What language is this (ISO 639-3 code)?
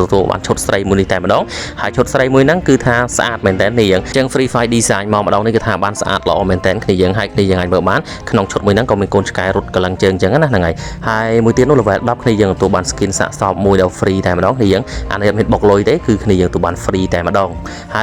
khm